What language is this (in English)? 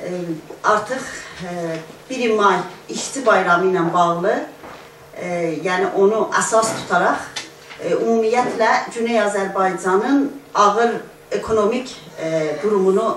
South Azerbaijani